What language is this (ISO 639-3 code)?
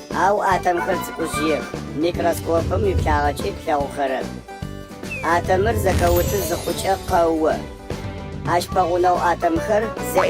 ady